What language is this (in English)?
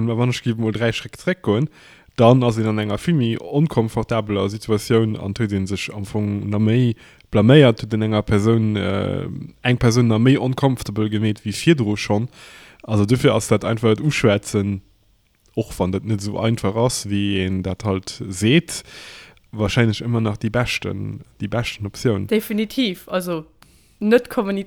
Luxembourgish